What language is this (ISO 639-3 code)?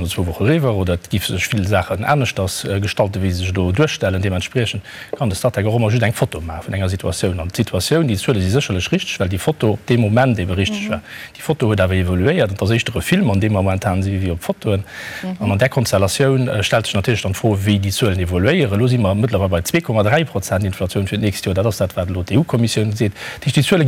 ltz